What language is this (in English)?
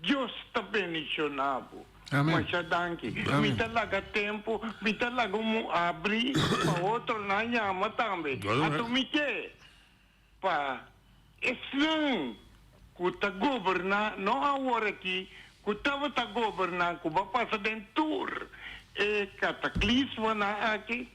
Papiamento